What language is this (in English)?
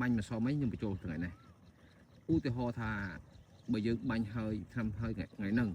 Khmer